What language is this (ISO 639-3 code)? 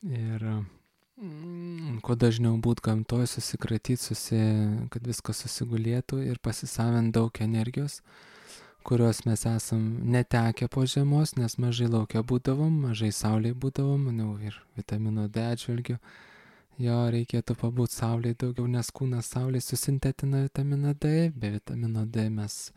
lit